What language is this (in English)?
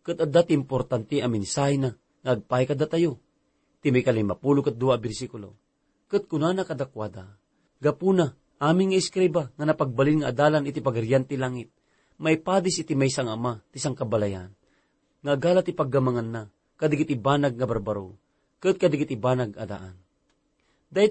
Iloko